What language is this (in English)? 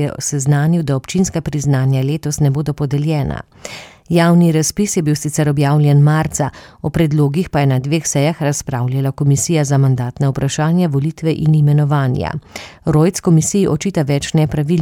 Slovenian